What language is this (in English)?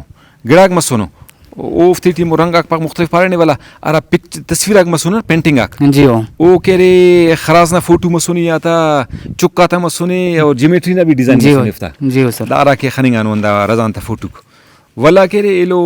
Brahui